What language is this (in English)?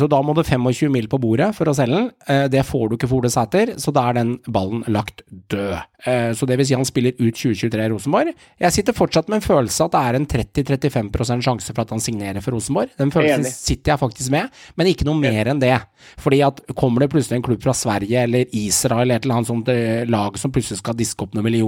Norwegian